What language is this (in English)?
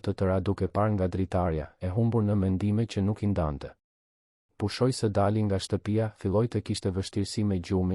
Albanian